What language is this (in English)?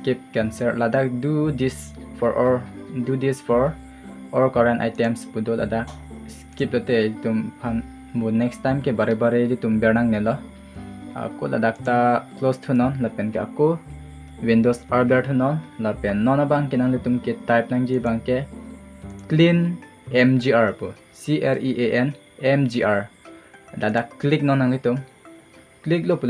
Karbi